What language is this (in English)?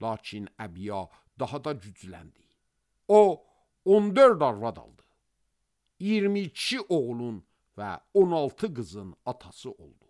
Azerbaijani